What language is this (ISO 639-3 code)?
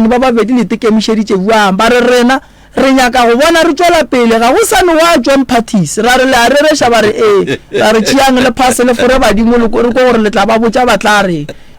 nso